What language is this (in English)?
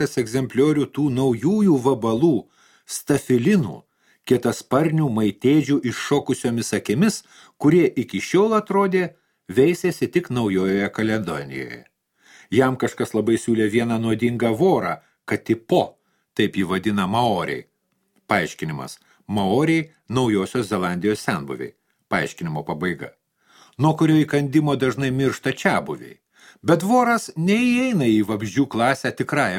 Lithuanian